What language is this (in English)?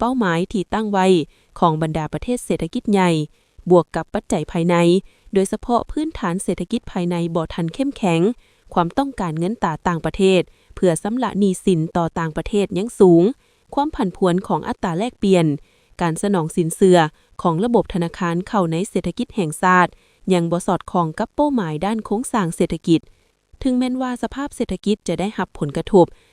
Lao